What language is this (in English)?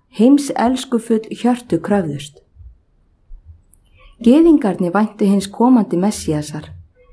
Icelandic